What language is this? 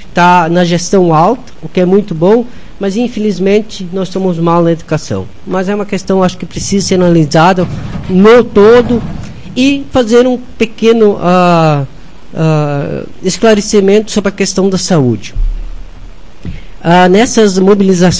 Portuguese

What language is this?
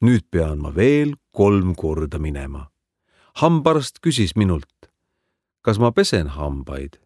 Estonian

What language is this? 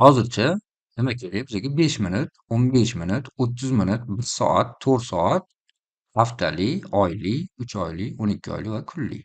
Uzbek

